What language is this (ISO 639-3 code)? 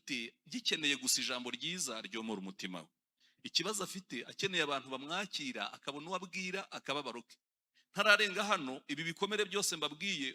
kin